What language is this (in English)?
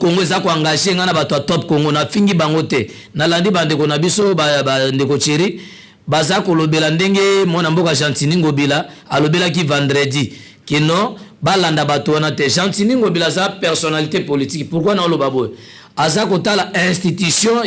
Lingala